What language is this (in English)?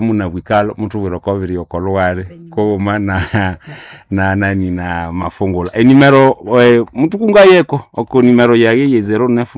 Nande